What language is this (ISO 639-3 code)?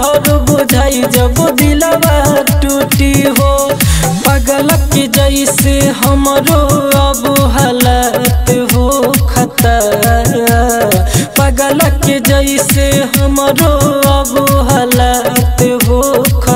bho